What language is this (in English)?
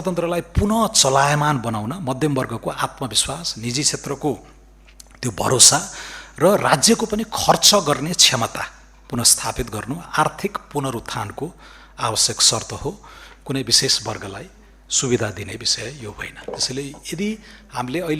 Nepali